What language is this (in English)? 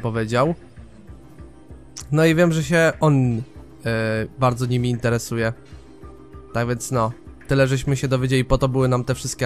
Polish